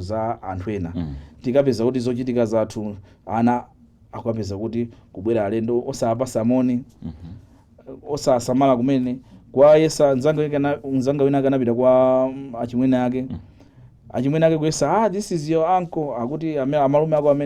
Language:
Nyanja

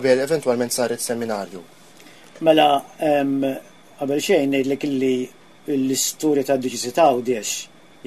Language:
Maltese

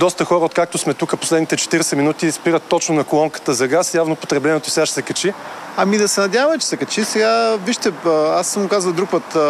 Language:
Bulgarian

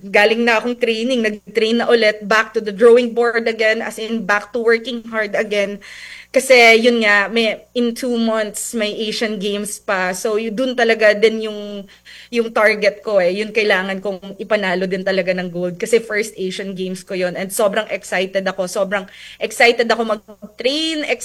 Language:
Filipino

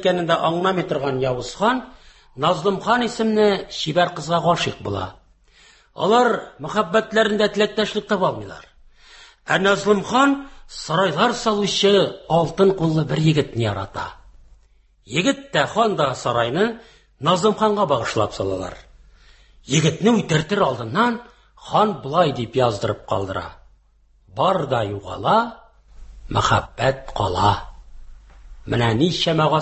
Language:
Tatar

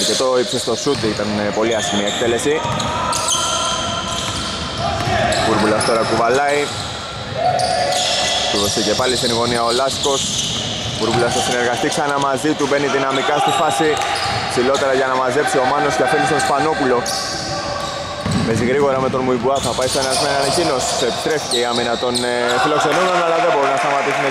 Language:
Greek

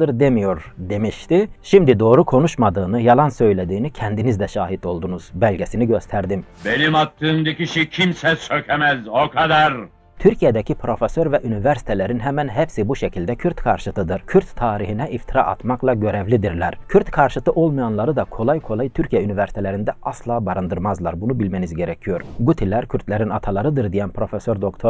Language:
Turkish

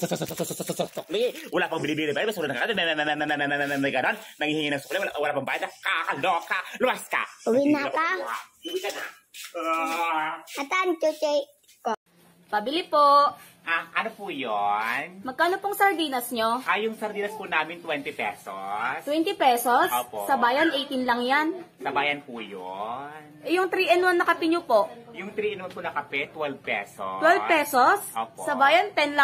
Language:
Filipino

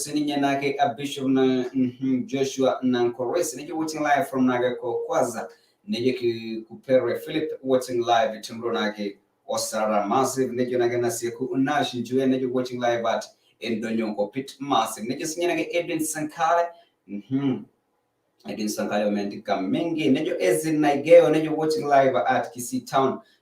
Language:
Masai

